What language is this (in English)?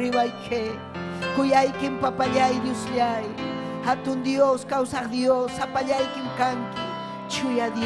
Ayacucho Quechua